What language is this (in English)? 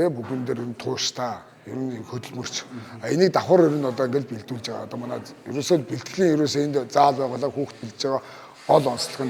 Mongolian